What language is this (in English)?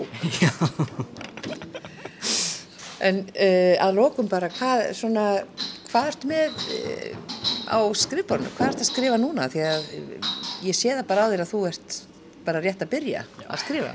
Icelandic